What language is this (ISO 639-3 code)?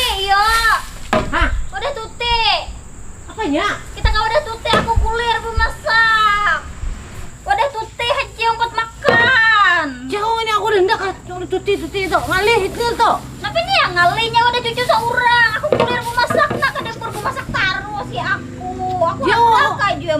bjn